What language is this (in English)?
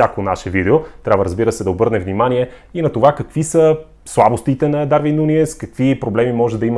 Bulgarian